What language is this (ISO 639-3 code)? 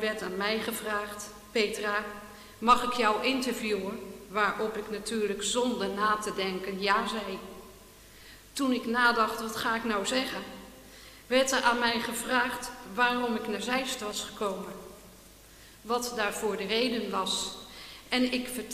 nld